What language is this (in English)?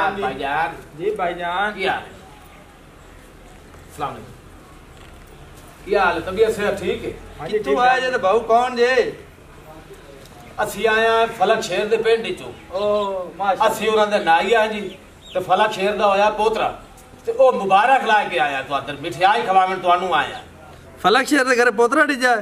Punjabi